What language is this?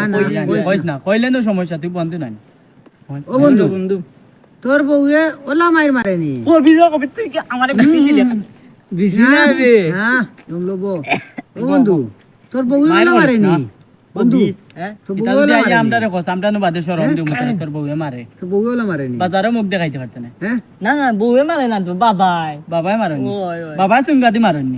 Sylheti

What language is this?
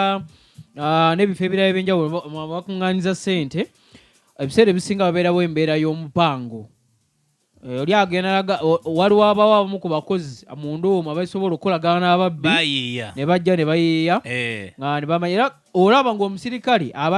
Ganda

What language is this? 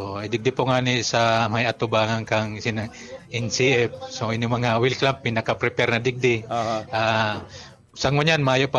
Bikol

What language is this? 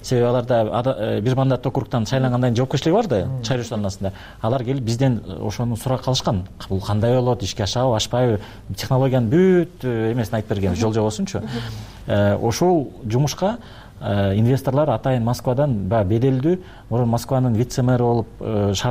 Kyrgyz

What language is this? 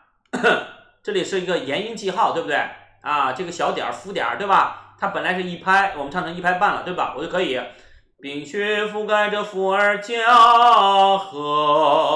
Chinese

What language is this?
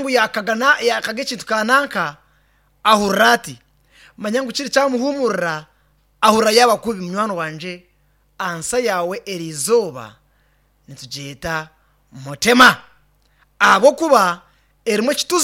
Nyankole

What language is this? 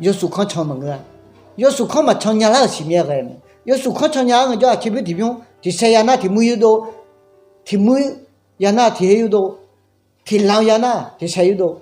Akha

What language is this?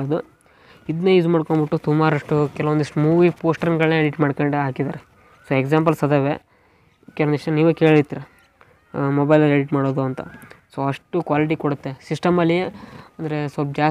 Kannada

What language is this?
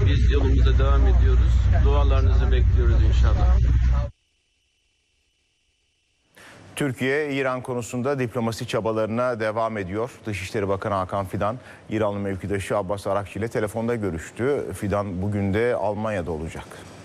Turkish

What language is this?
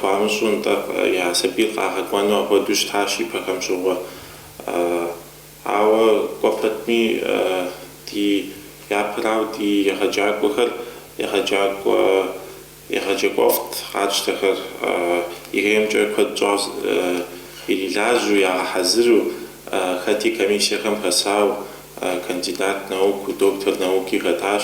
Kabardian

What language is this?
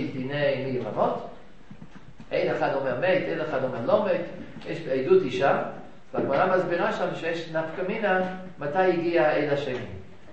Hebrew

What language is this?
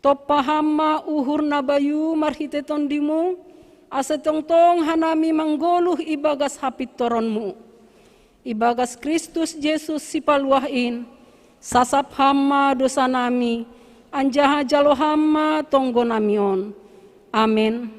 Batak Simalungun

